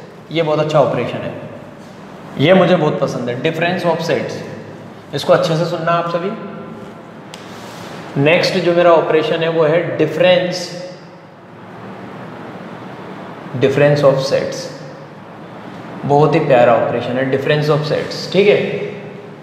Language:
Hindi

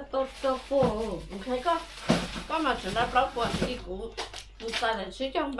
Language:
Hmong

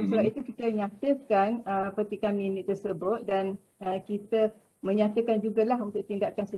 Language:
Malay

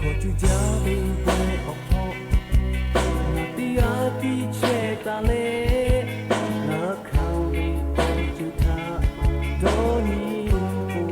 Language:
Lahu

